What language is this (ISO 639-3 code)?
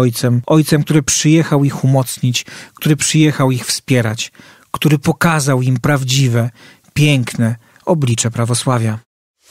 pol